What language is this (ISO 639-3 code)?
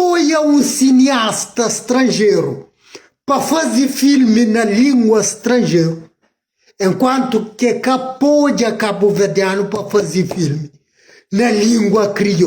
kea